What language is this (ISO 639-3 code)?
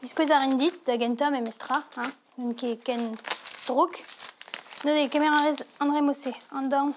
bre